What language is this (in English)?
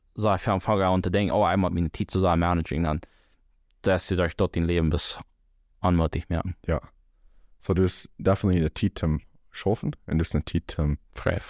Plautdietsch